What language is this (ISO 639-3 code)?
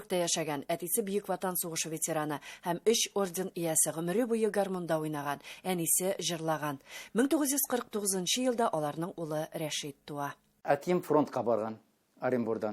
tat